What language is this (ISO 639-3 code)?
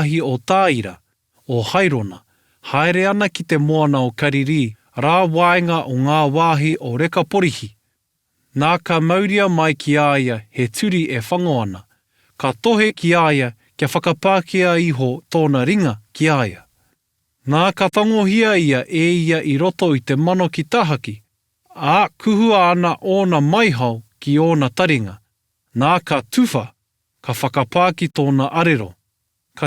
mri